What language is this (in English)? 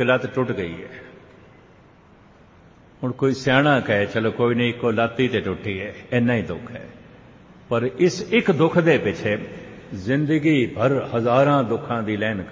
Punjabi